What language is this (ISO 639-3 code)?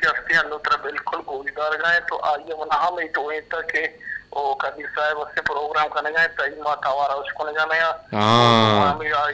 bgp